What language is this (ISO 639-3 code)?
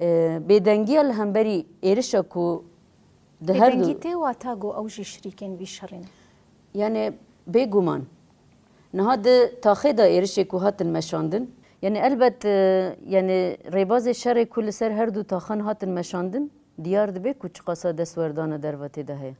kur